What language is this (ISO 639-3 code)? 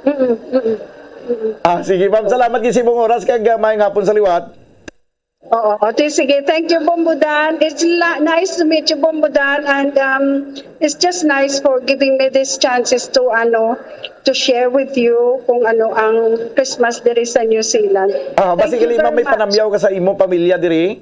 hil